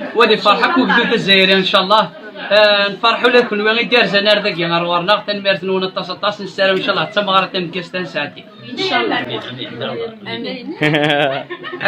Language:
Kabyle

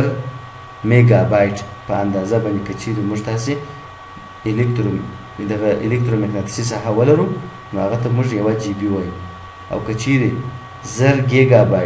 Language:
Pashto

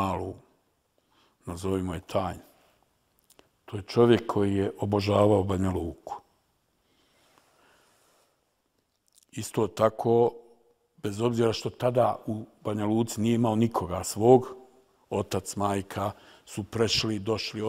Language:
Bosnian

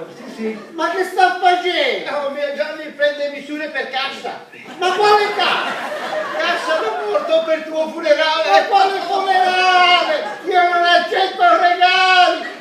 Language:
Sicilian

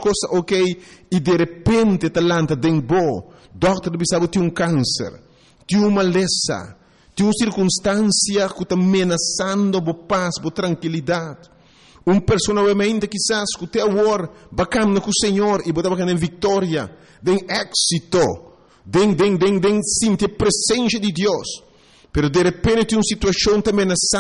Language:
Papiamento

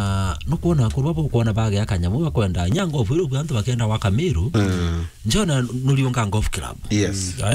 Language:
Meru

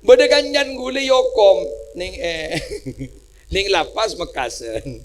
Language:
Madurese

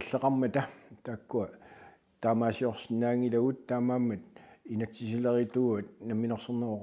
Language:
Kalaallisut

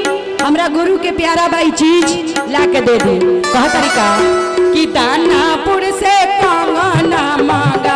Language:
Magahi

